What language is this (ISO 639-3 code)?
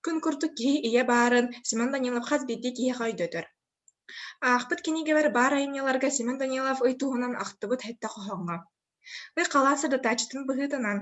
sah